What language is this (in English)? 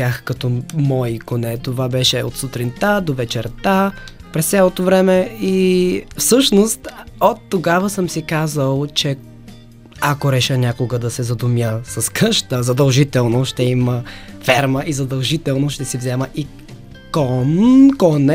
Bulgarian